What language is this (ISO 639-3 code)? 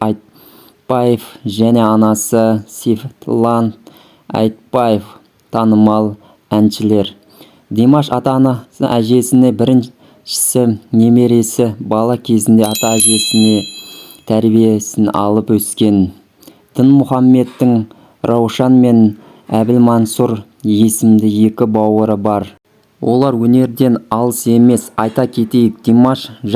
kaz